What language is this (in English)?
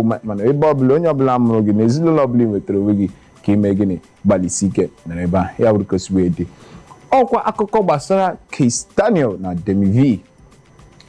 Igbo